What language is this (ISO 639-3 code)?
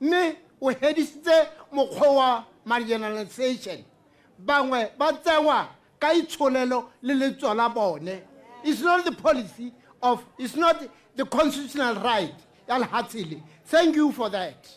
tsn